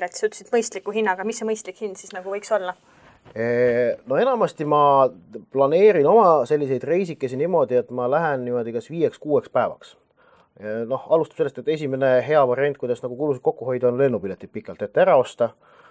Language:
Estonian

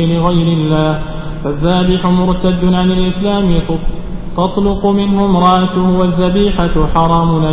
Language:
Arabic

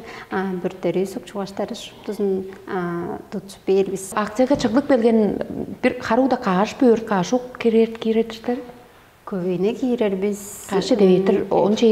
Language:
Tuvinian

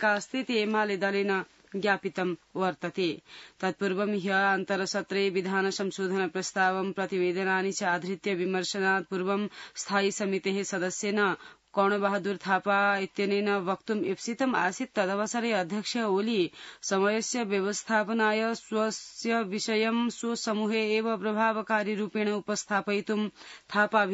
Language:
Sanskrit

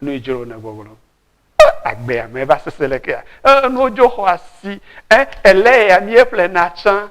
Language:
Ewe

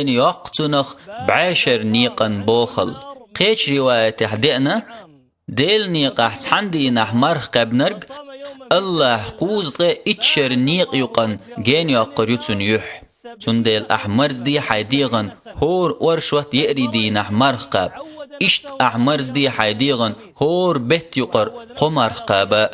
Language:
Chechen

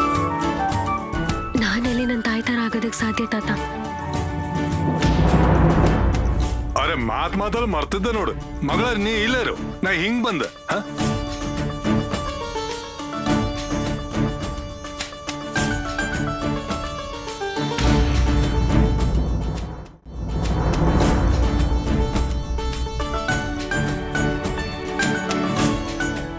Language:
Kannada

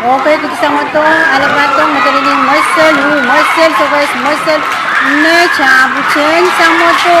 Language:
Pohnpeian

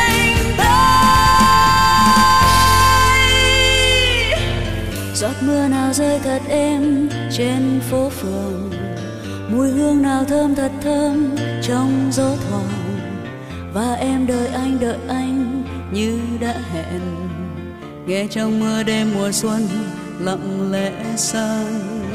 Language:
Vietnamese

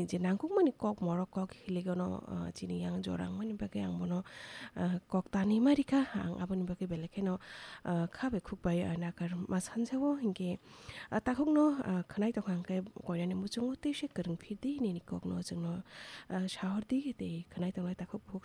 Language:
Kok Borok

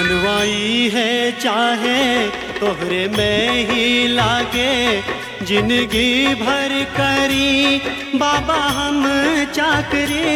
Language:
Bhojpuri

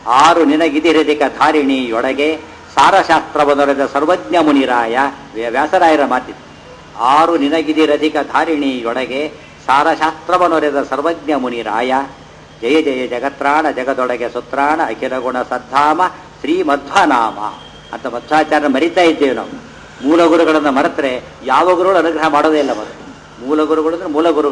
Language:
Kannada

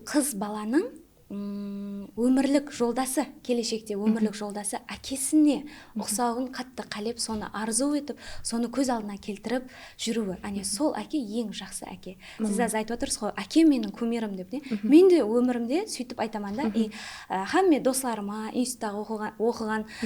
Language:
Kara-Kalpak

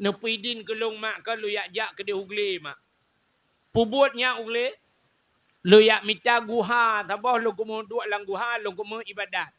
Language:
Achinese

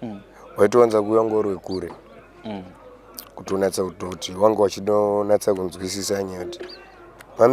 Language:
Shona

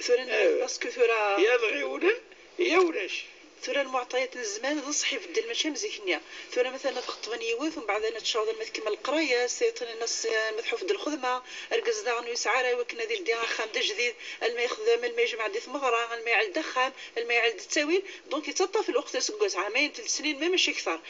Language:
Moroccan Arabic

